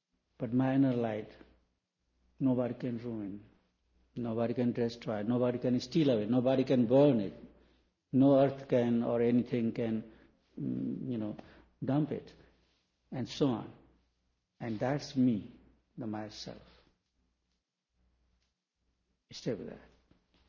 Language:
English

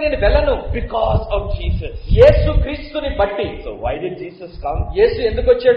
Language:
Telugu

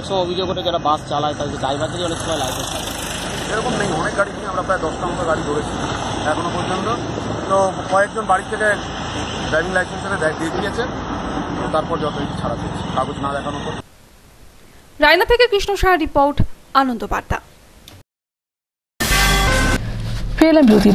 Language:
Bangla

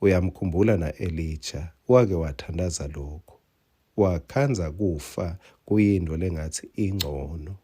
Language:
Swati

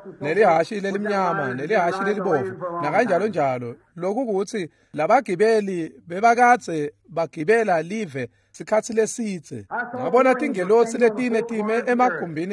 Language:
Swati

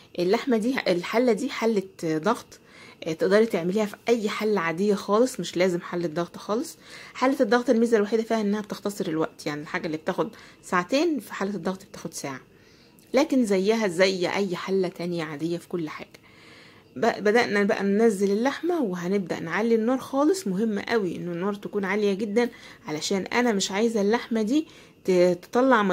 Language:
Egyptian Arabic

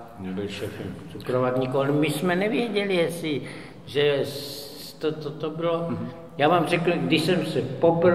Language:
Czech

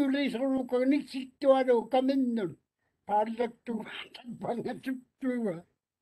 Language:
Māori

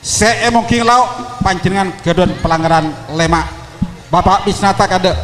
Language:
Madurese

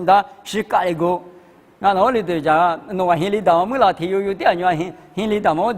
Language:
Lisu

